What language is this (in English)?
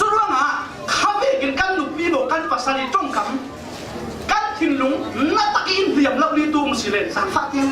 Falam Chin